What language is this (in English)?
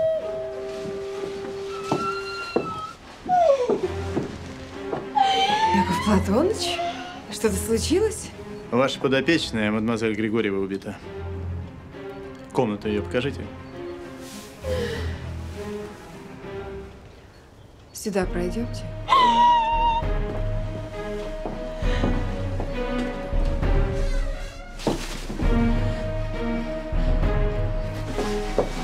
Russian